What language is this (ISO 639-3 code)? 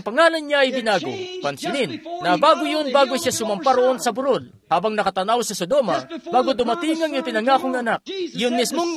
fil